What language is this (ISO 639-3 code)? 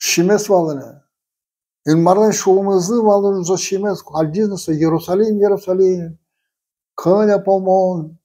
udm